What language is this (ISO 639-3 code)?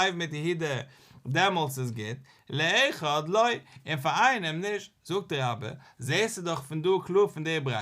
yid